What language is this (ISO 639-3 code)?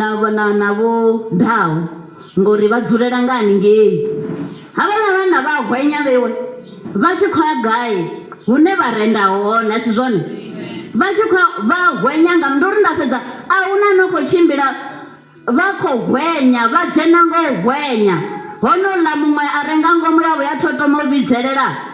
ven